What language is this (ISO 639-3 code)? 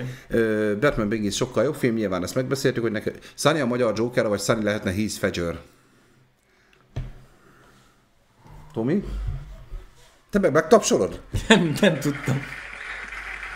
hun